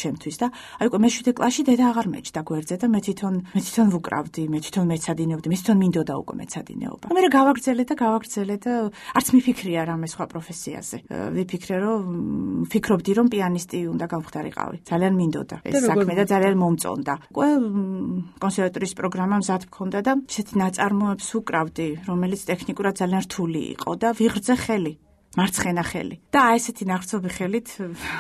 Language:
Georgian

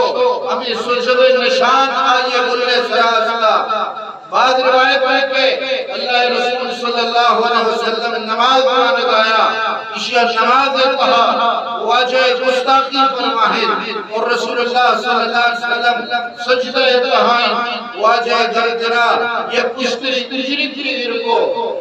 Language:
Eastern Balochi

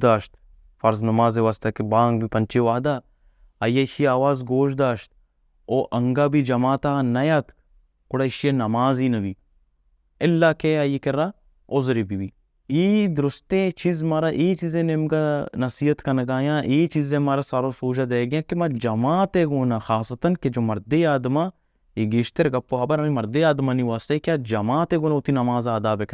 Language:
Baluchi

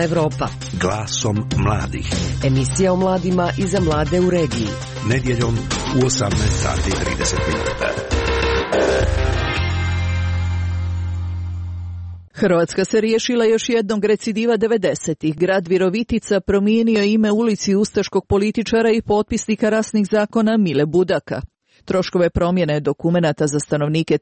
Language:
Croatian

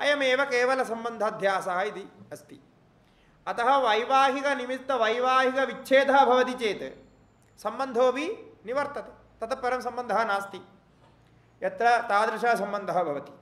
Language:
Sanskrit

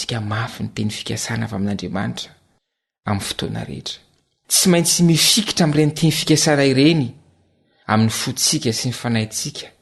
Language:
Malagasy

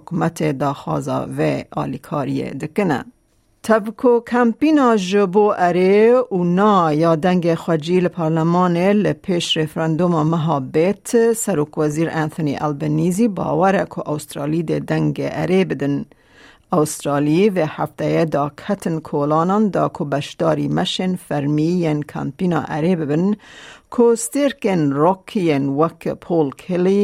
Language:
Kurdish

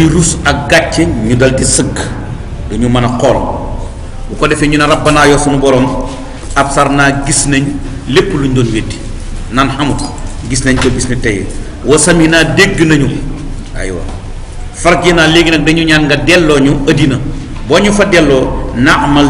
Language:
Wolof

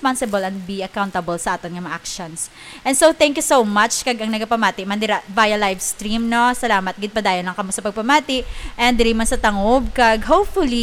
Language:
Hiligaynon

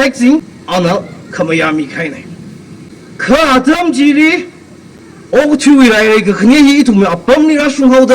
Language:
Tangkhul Naga (India)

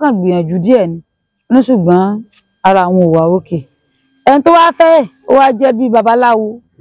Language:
Yoruba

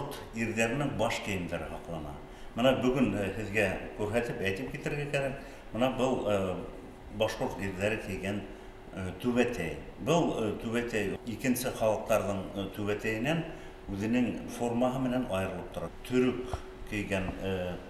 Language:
Bashkir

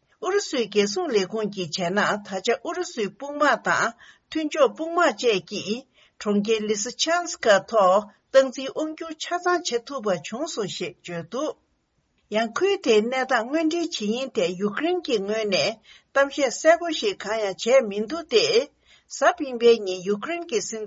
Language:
Tibetan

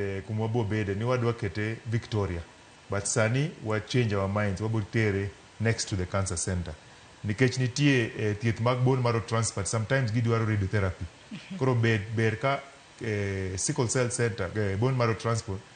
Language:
Luo (Kenya and Tanzania)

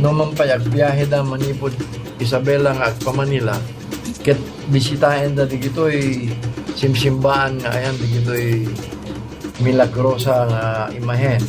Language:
Iloko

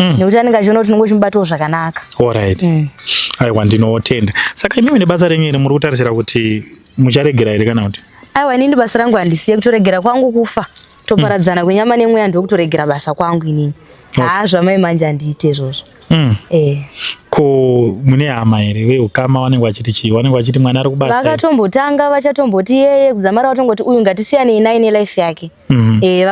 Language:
Shona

